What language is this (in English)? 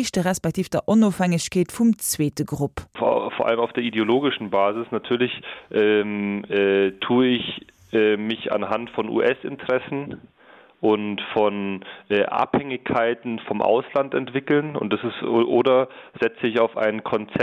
Luxembourgish